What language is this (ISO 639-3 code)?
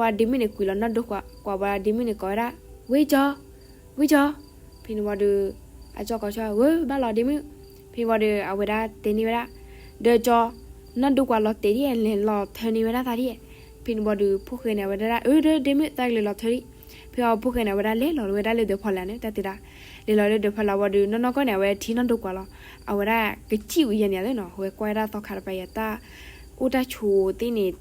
ksw